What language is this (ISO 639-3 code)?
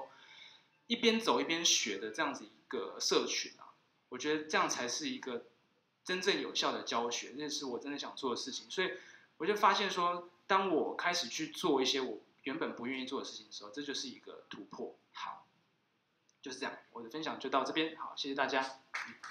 zho